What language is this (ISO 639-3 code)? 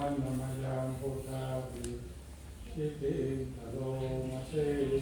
pli